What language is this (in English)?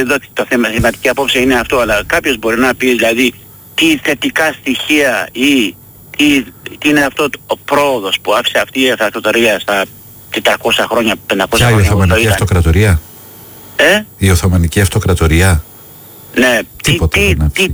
Greek